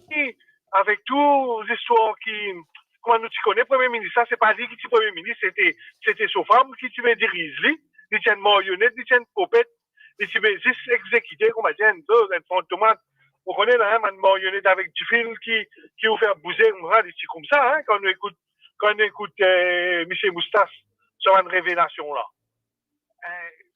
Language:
Morisyen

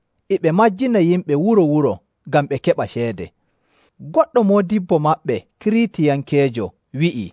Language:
Nigerian Fulfulde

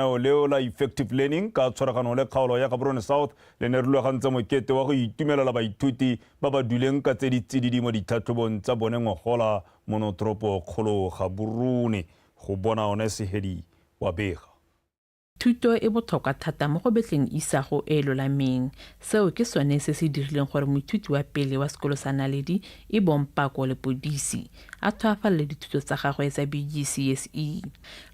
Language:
Tswana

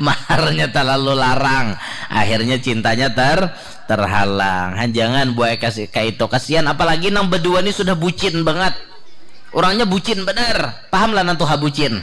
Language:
Banjar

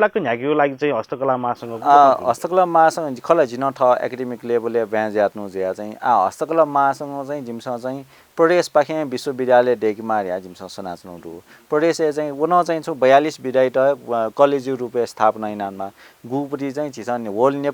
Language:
Newari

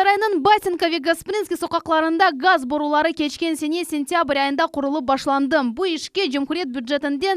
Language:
Crimean Tatar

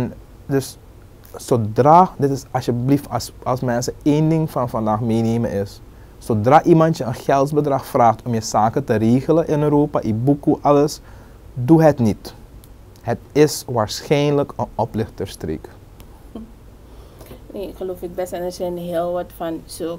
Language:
Dutch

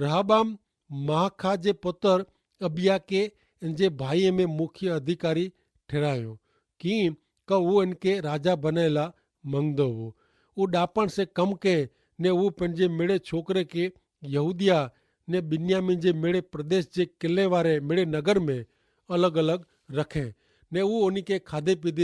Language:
Kachhi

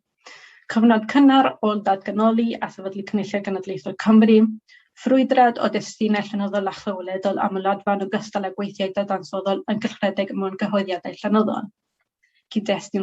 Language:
Welsh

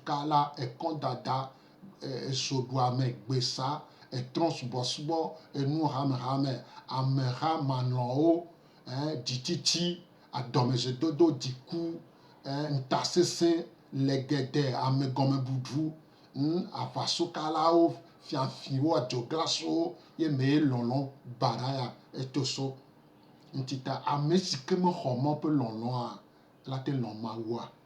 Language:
Gen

